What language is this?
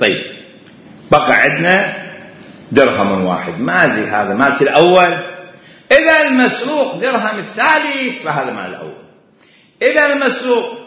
Mesopotamian Arabic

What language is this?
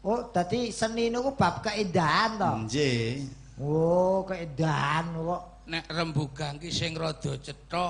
Javanese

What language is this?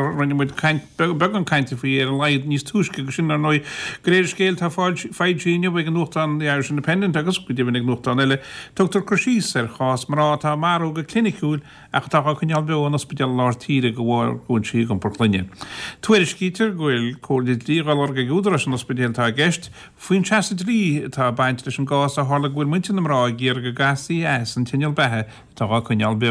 Irish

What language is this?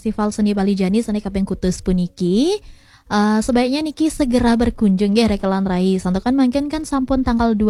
Balinese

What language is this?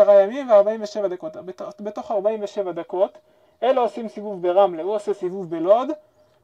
Hebrew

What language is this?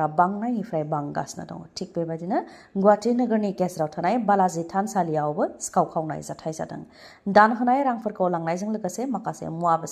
Bodo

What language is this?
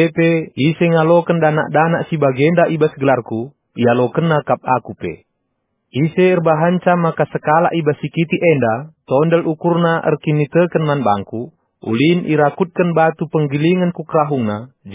Batak Karo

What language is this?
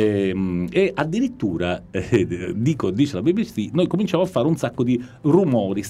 Italian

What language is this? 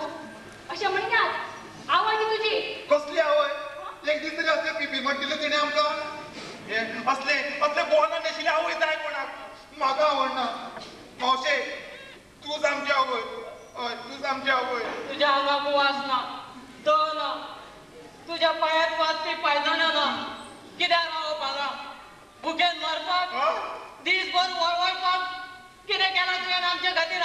Konkani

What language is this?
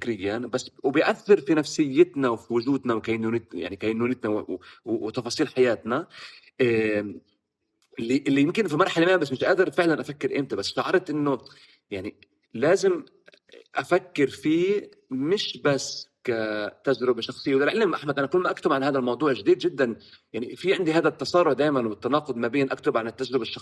North Levantine Arabic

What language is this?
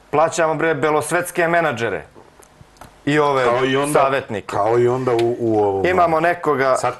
Serbian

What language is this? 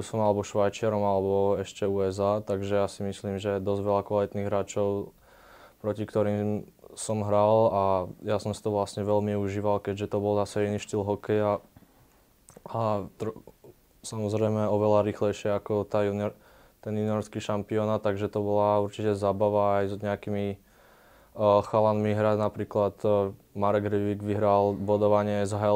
Slovak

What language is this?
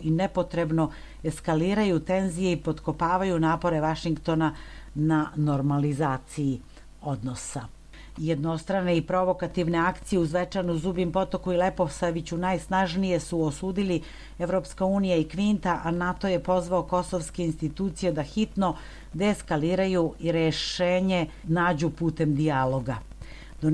Serbian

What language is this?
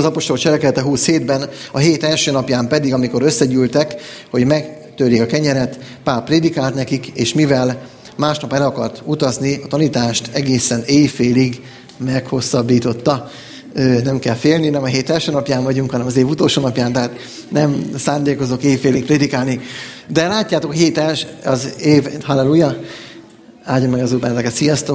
Hungarian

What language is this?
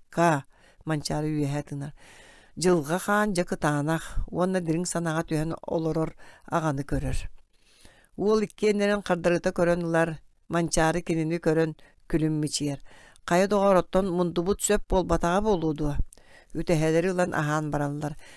Yakut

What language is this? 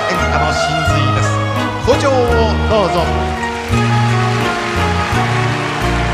Japanese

